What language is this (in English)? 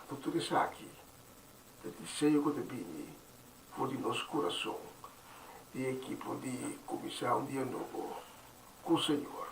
Papiamento